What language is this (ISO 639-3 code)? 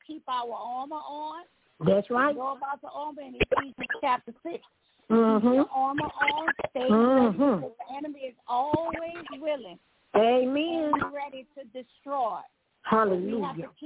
eng